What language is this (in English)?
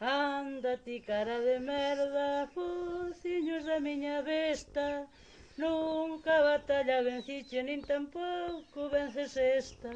Galician